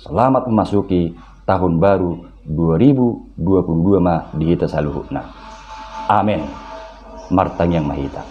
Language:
Batak Toba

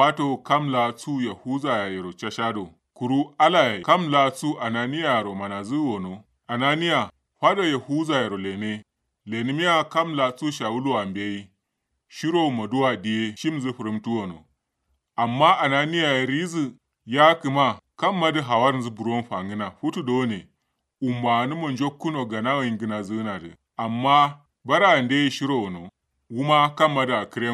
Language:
Kanuri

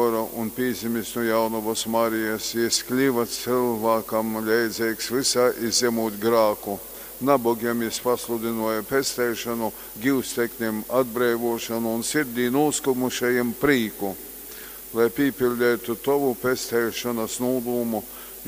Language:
Latgalian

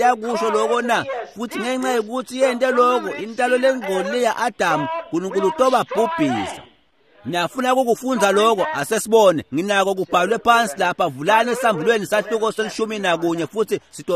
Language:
Swati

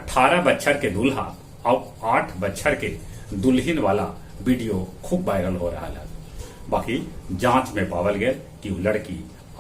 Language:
Magahi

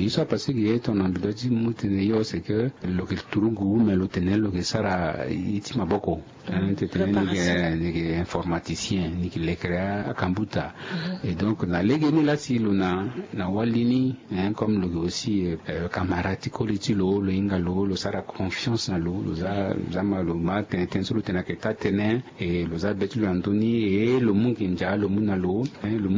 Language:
Sango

